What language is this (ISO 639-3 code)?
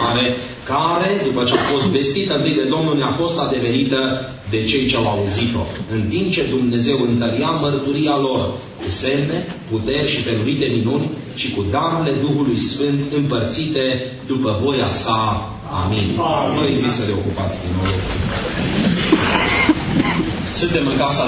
ron